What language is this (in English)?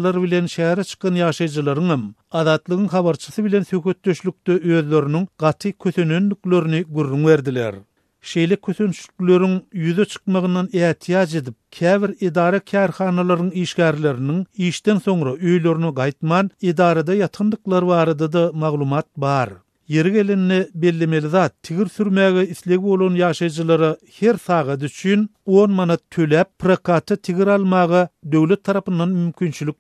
Turkmen